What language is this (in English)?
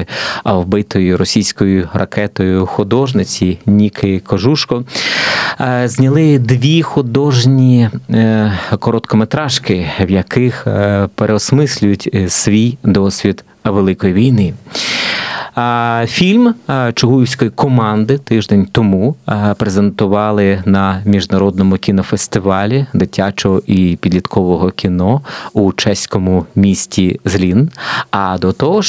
Ukrainian